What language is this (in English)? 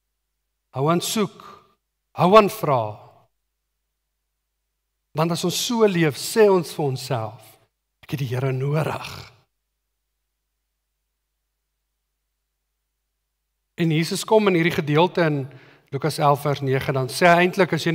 Afrikaans